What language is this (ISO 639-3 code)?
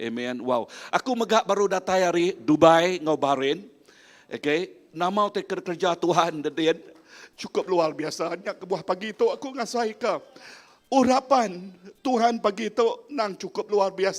iba